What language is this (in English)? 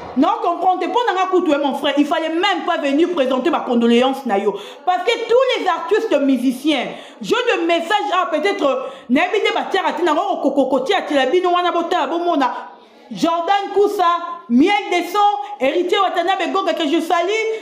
Lingala